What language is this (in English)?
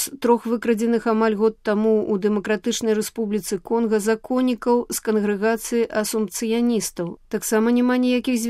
Belarusian